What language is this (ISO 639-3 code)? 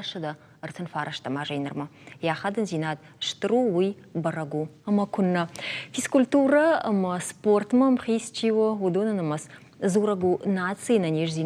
oss